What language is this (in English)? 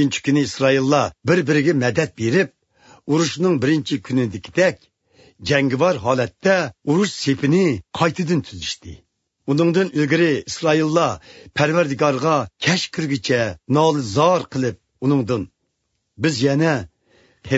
Uyghur